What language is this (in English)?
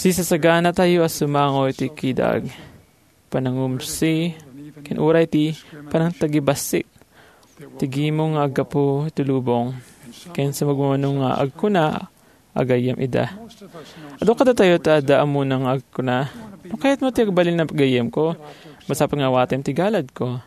Iloko